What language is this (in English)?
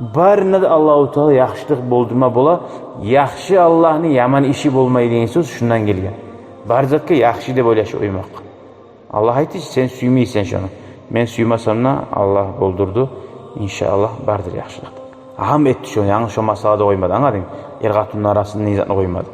Kumyk